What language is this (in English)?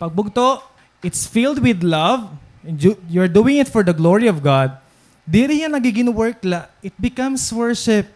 Waray